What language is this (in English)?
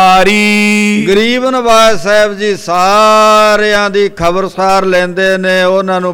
Punjabi